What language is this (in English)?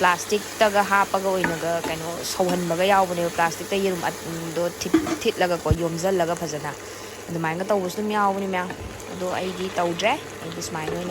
Manipuri